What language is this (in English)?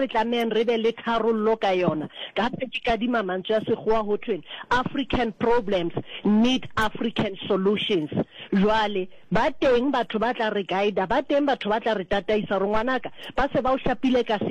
Southern Sotho